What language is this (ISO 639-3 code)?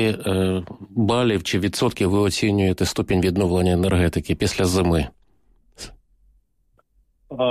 ukr